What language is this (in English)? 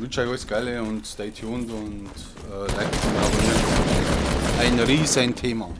Bavarian